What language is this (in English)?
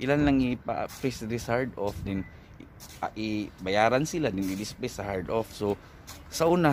Cebuano